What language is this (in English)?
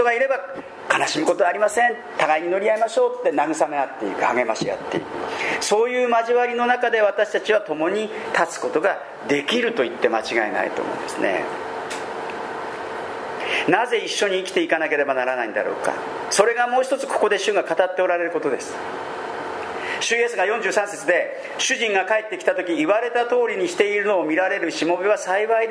Japanese